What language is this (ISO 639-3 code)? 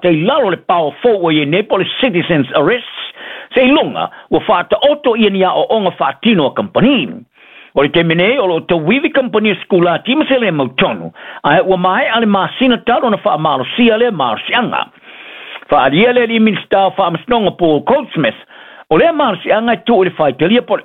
smo